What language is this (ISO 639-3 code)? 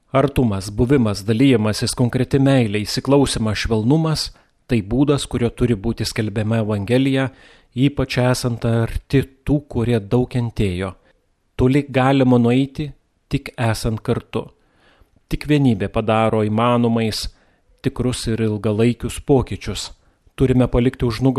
lit